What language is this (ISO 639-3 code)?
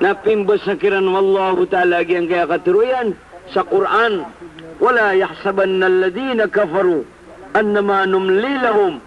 mrw